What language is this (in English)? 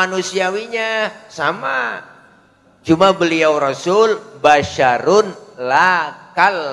Betawi